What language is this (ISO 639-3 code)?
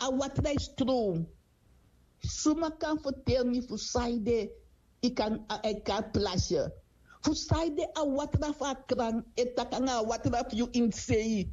srn